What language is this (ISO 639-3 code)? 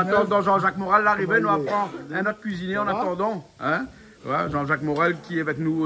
rcf